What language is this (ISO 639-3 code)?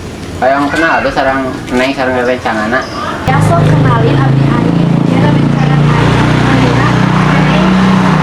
sun